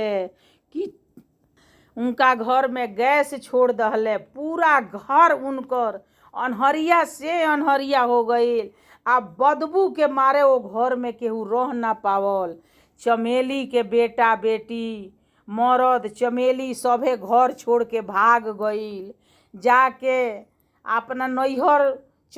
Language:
Bhojpuri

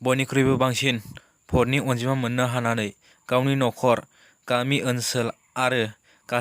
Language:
Bodo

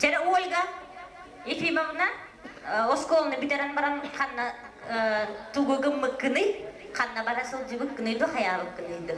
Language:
Yakut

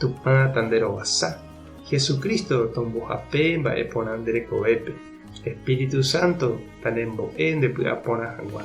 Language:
Guarani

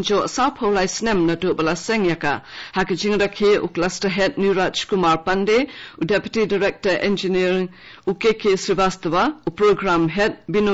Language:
Khasi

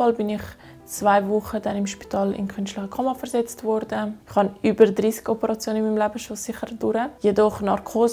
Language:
Swiss German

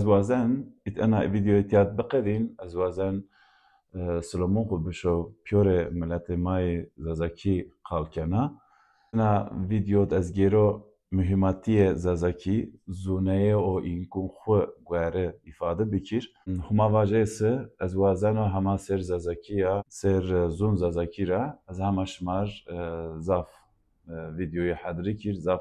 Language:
Zaza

